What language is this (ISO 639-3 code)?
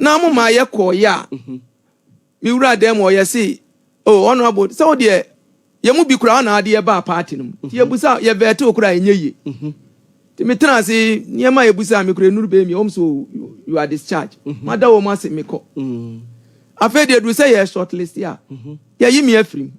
aka